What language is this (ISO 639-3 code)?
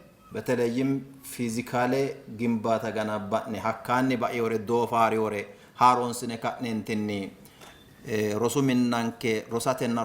sid